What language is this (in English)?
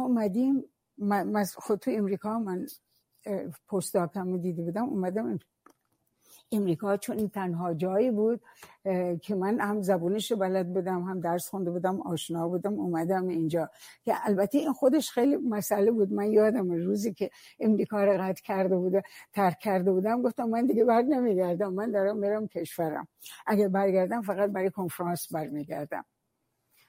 Persian